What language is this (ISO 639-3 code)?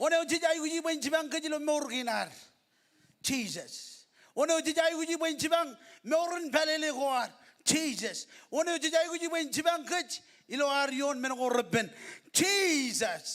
mah